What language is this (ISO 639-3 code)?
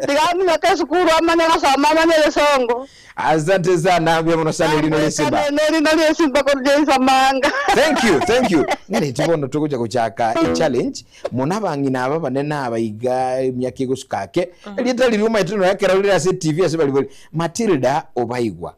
guz